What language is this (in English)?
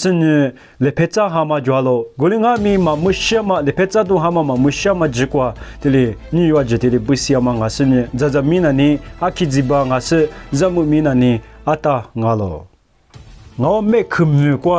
Lisu